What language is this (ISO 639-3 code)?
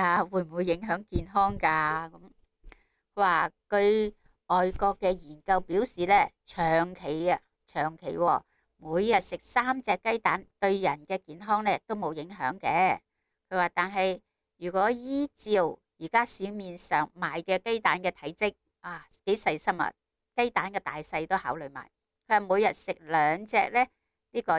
yue